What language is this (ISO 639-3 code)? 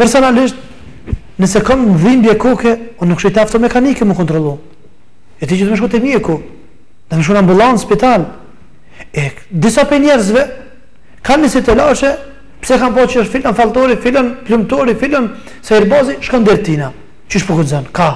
sqi